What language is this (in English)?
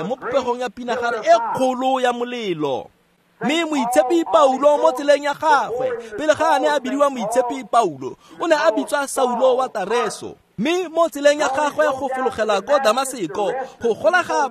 Tswana